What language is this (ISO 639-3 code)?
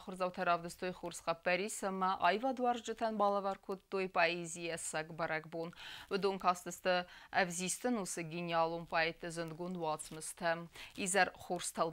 oss